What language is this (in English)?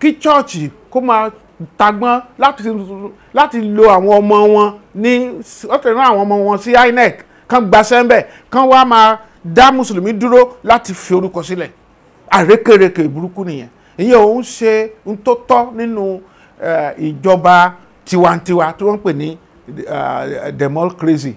Yoruba